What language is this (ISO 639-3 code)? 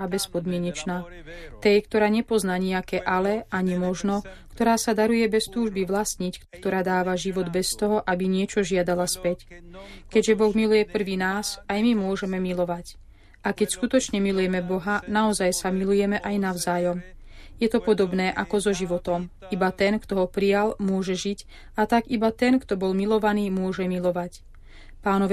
slk